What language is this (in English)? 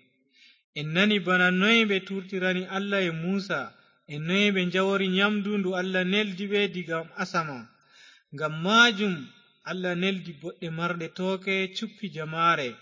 Fula